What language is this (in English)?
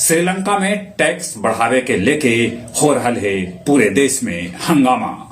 Magahi